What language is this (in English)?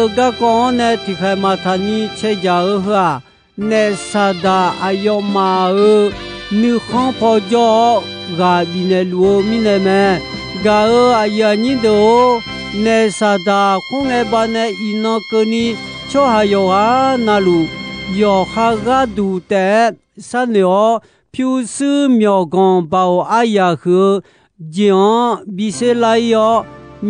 Akha